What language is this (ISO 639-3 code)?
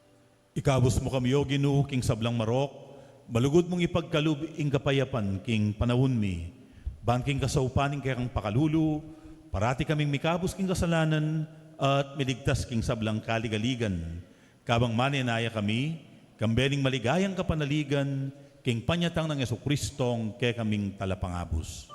pam